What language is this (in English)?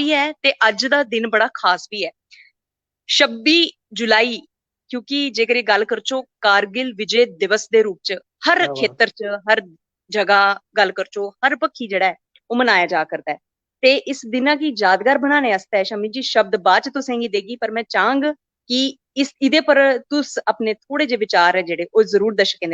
Dogri